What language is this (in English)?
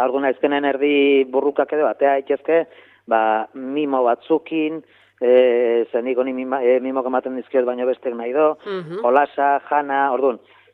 Basque